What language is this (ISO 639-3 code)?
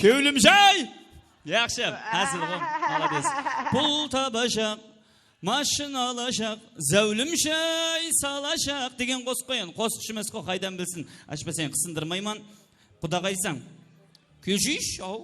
kaa